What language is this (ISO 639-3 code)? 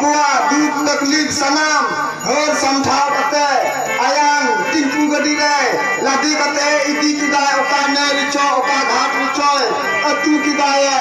sat